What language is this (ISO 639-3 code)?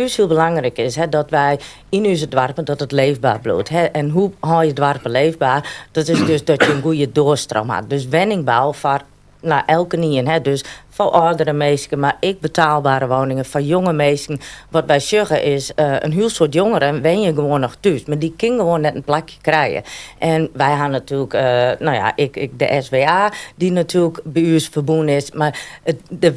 fry